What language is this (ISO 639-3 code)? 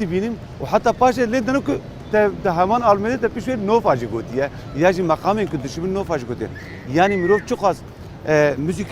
kur